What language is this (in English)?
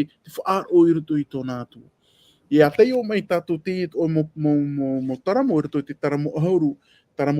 Tahitian